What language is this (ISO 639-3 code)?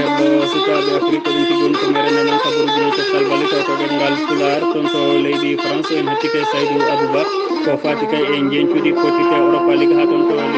ful